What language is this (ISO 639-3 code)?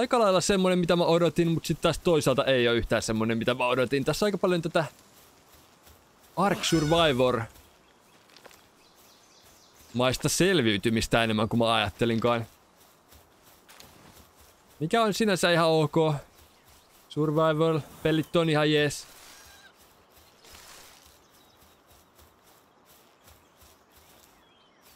fin